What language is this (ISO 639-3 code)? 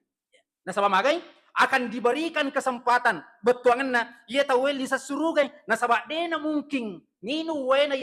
bug